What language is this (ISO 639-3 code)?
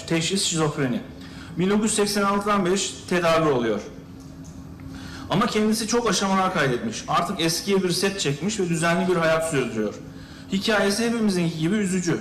tur